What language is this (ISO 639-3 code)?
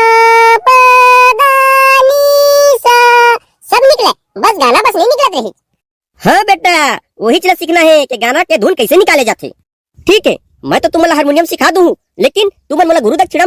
hne